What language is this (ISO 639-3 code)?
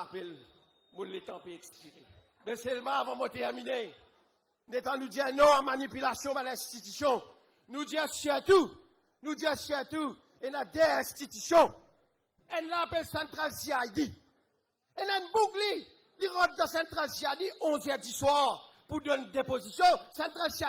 mfe